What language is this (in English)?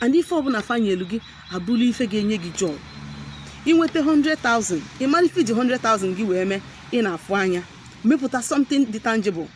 Igbo